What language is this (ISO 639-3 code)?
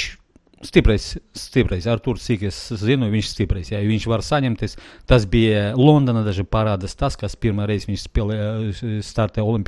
lav